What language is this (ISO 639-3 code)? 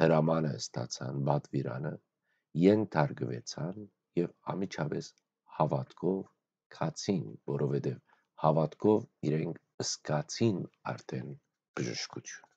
hyw